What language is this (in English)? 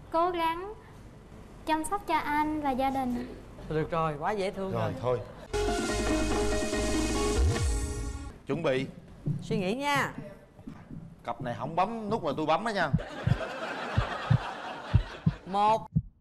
Vietnamese